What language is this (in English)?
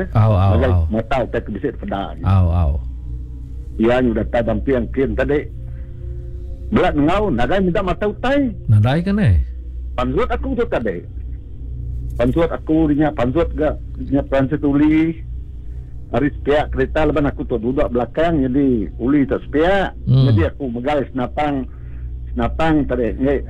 Iban